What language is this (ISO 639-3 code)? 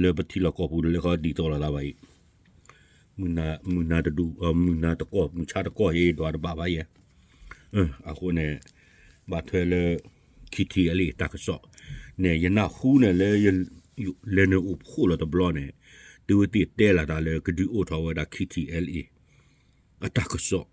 ksw